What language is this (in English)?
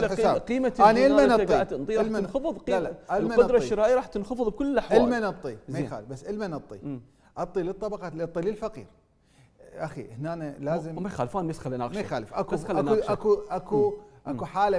Mesopotamian Arabic